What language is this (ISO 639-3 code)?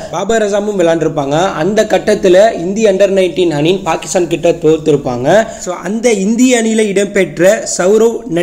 tam